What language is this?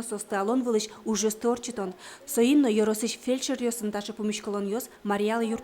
Udmurt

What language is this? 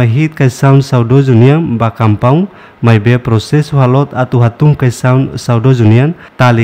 Tetum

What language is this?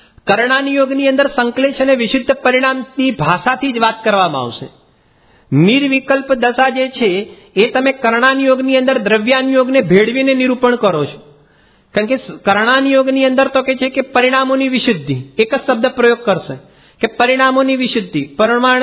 Gujarati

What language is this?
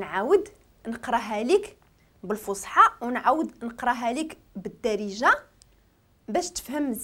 Moroccan Arabic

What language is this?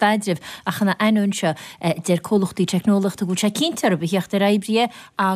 Irish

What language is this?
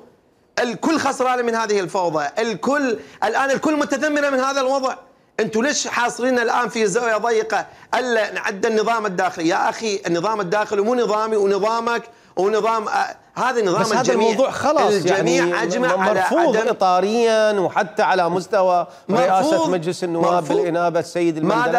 Mesopotamian Arabic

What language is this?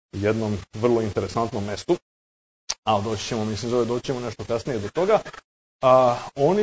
Serbian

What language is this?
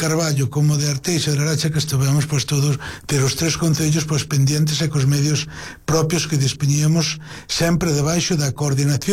Galician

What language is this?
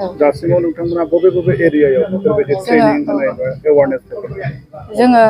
Bodo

